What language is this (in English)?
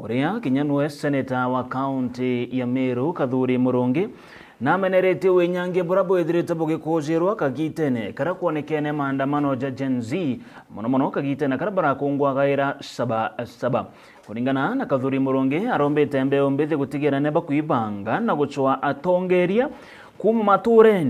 Meru